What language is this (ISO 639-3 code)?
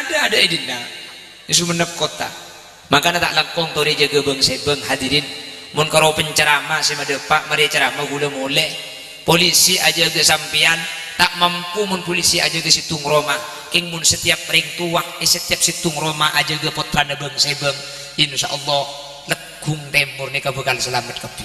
mad